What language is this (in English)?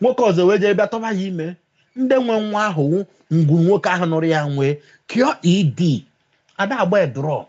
Igbo